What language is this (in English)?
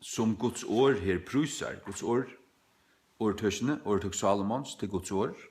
Faroese